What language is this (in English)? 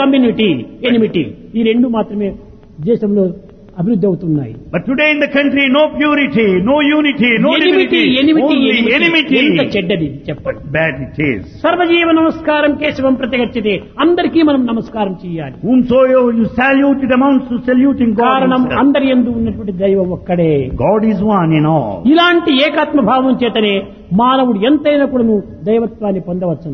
Telugu